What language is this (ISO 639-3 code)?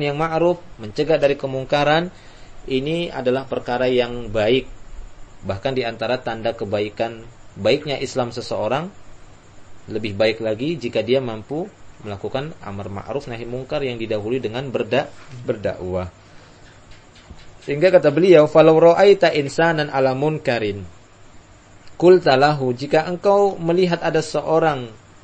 ind